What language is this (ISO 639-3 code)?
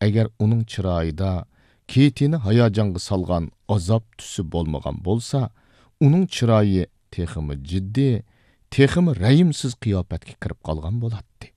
uig